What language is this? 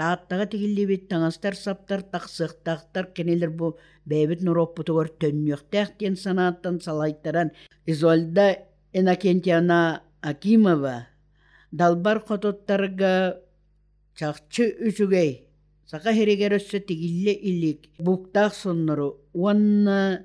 Yakut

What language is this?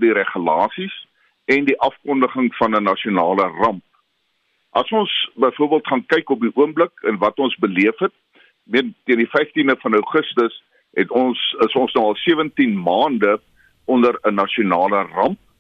Afrikaans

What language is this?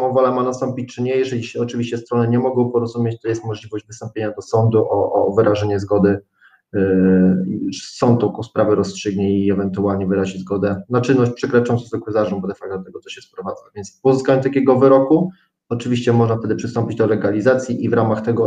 Polish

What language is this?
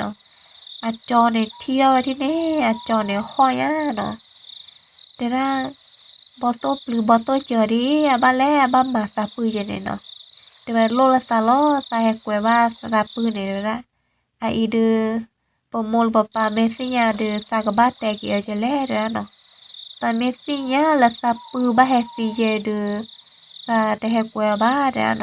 S'gaw Karen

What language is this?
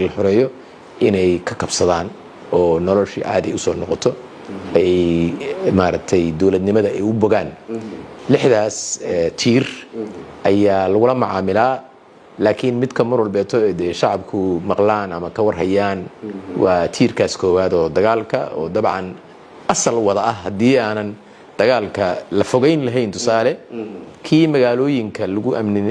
Somali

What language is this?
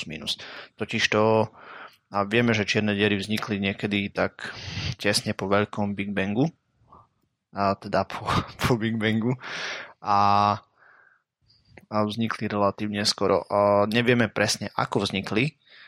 Slovak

